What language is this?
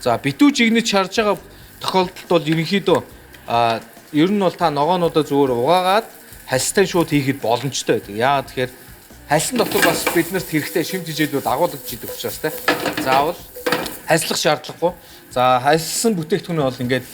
Mongolian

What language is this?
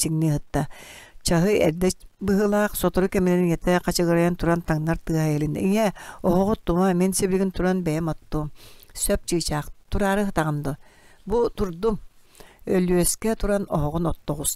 Yakut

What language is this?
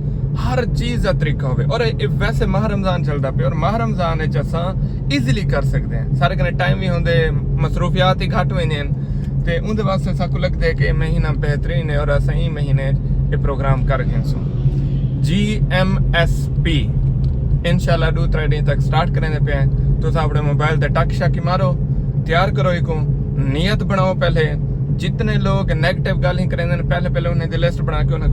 Saraiki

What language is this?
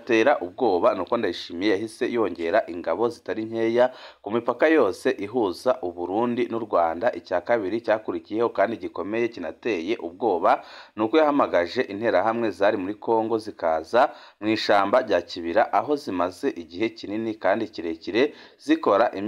Rundi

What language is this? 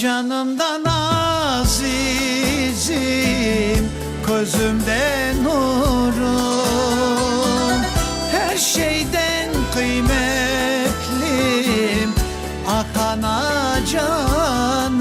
Crimean Tatar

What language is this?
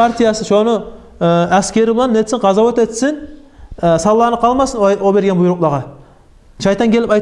Kumyk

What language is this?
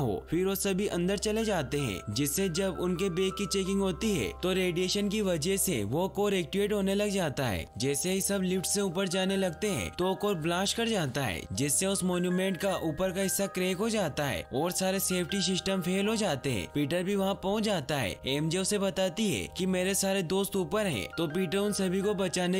Hindi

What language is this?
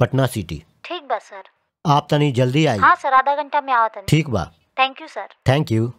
Bhojpuri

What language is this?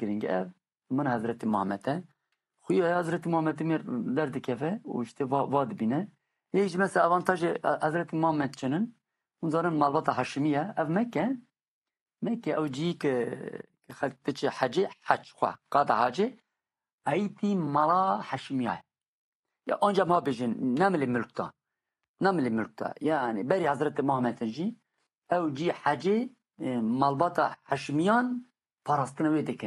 Kurdish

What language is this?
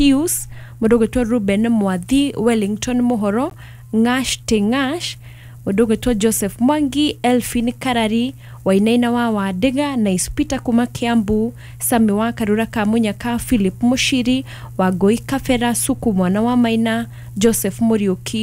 Kikuyu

